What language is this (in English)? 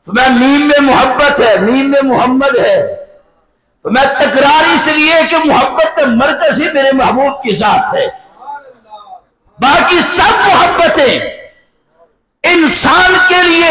Urdu